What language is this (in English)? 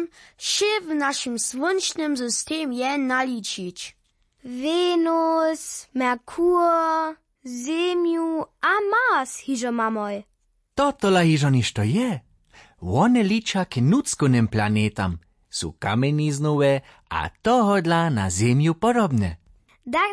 Upper Sorbian